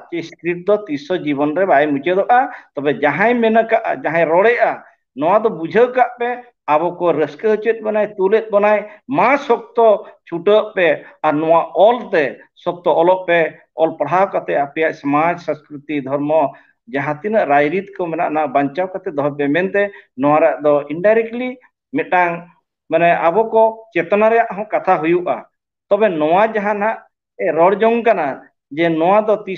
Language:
Santali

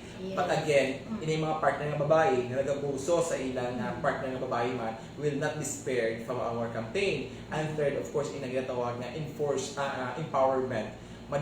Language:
Hiligaynon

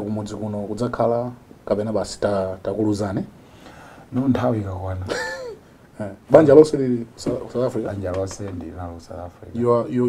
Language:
Nyanja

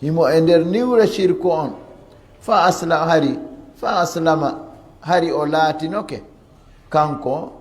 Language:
Fula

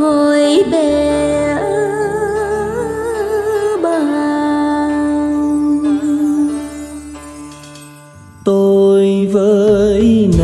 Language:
Vietnamese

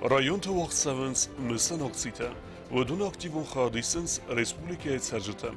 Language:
Ossetic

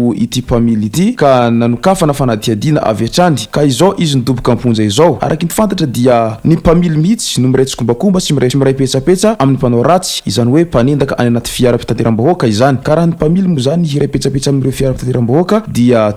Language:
Malagasy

